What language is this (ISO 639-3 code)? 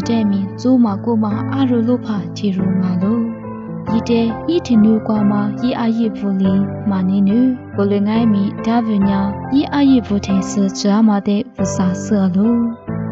lis